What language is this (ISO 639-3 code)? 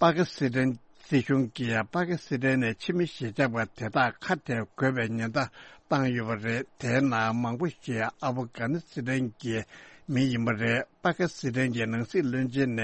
bod